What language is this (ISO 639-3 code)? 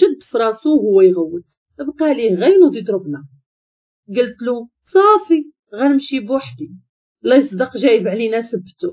ary